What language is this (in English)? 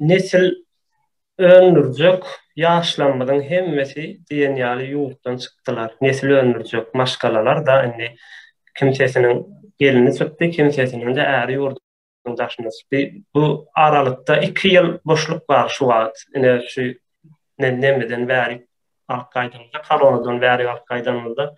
Turkmen